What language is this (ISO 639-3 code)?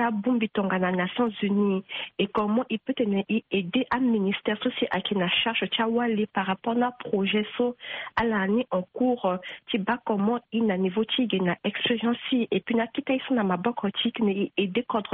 sag